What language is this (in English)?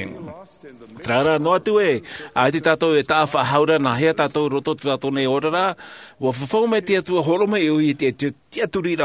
Tahitian